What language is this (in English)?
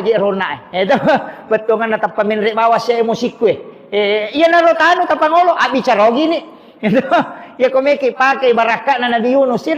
Buginese